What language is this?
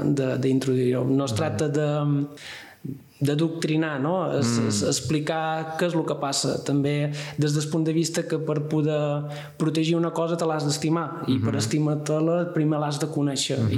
Catalan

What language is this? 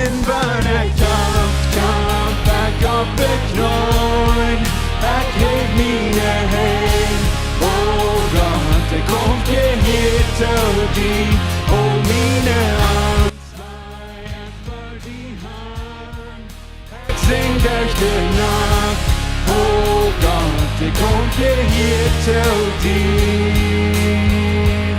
Plautdietsch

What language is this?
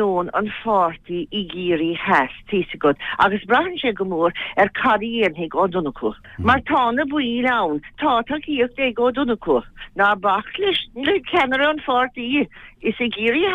Irish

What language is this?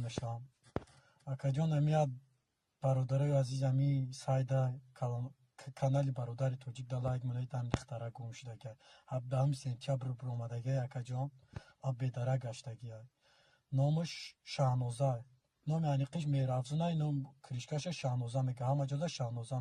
Tajik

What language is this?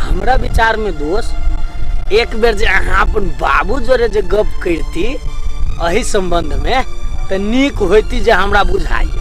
Maithili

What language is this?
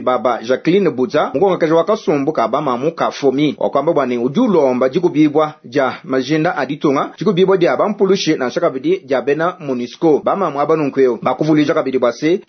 Luba-Lulua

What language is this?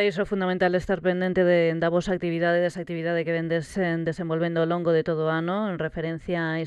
Galician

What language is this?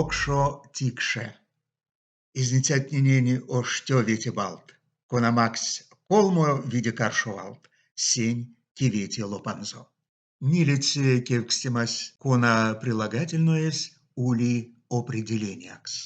Erzya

